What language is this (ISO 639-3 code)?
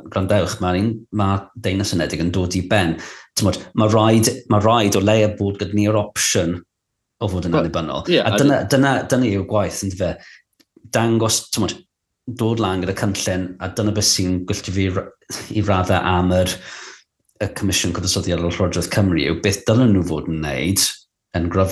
cym